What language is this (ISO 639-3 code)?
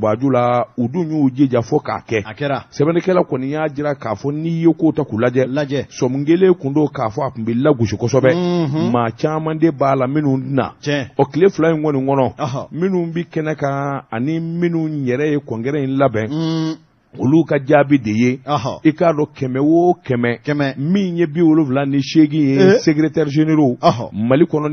bam